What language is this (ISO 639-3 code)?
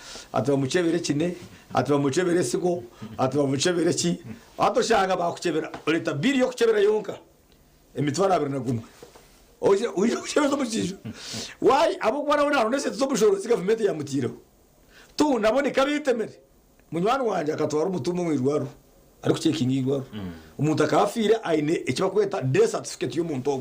nyn